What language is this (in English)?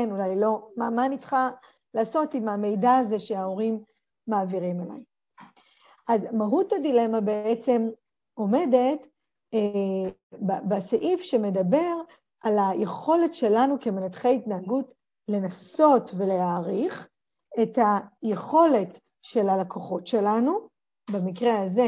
Hebrew